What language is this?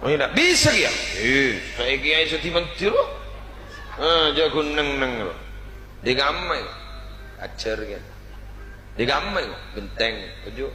Madurese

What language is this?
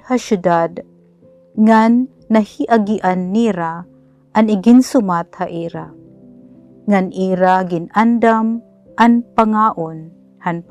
Waray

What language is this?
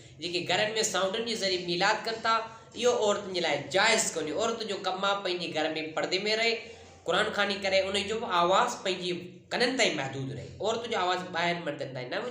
Sindhi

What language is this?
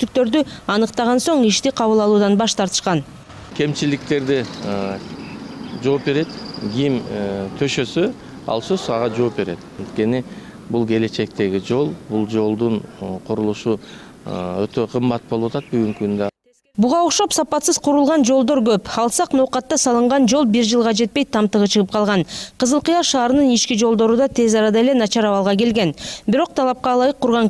Kyrgyz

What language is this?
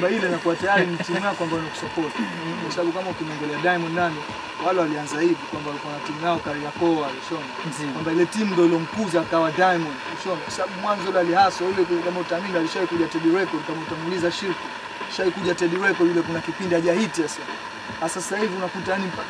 Swahili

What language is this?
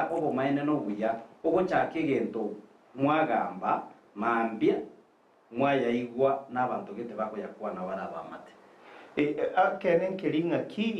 Gusii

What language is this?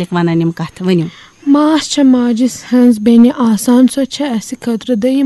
Kashmiri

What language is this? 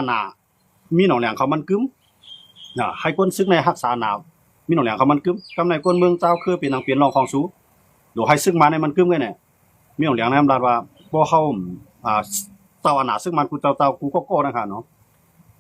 Shan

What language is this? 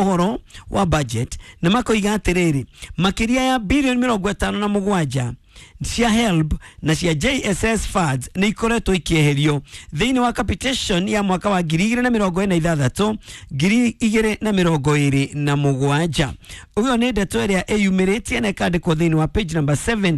Kikuyu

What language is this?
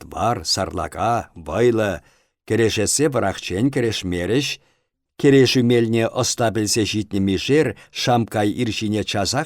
Chuvash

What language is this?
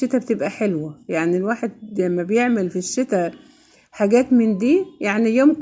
Egyptian Arabic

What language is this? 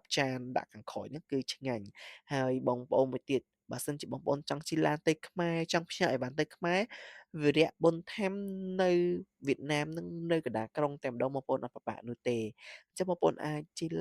Khmer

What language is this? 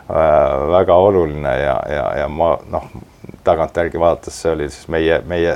Estonian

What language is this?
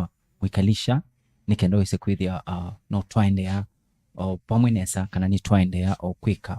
Kamba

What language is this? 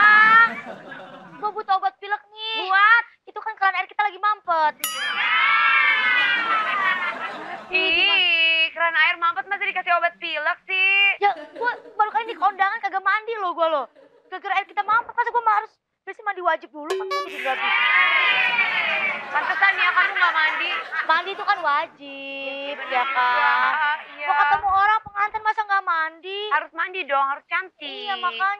Indonesian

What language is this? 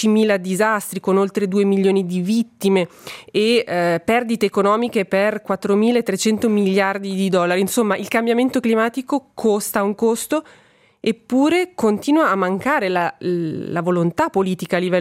Italian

